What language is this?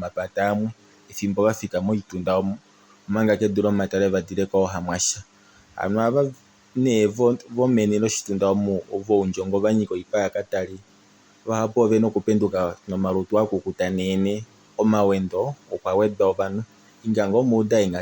Kuanyama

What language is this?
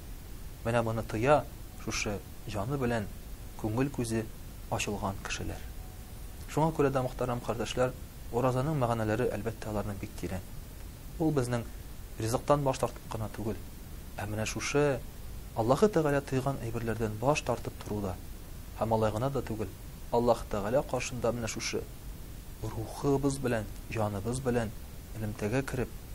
Tatar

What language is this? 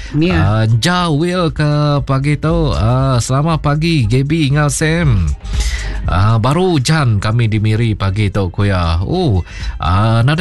Iban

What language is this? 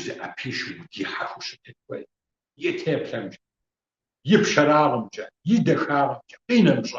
Kabardian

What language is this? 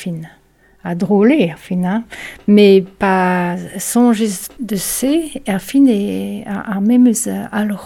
Breton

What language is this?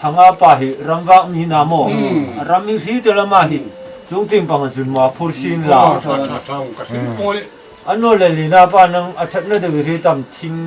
Hmar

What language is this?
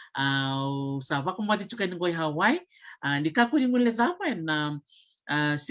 Fijian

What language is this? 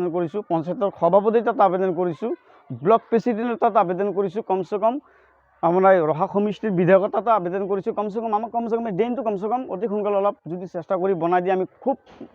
Assamese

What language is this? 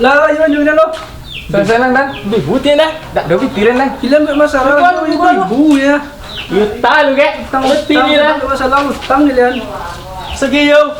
Minangkabau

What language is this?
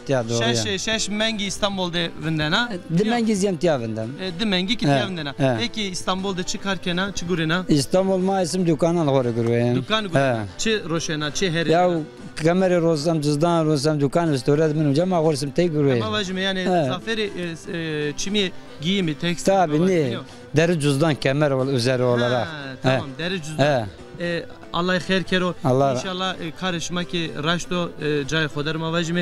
Zaza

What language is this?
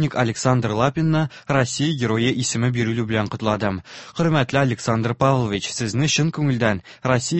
Tatar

